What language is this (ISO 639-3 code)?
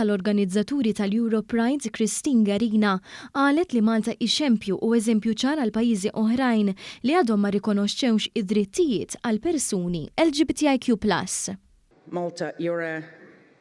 mlt